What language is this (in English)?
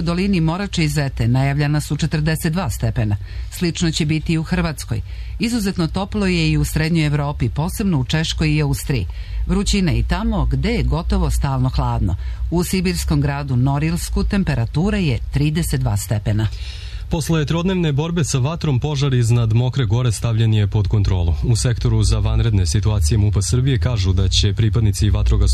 Serbian